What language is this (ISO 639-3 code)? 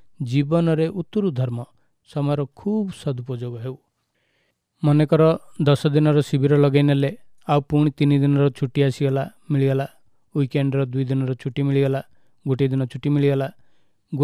ori